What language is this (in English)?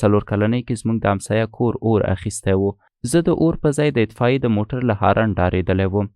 Pashto